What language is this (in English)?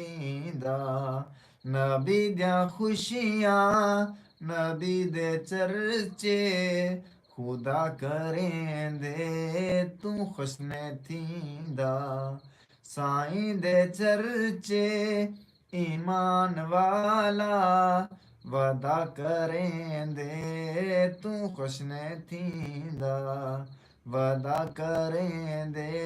Saraiki